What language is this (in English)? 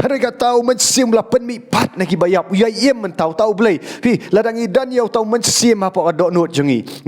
Khasi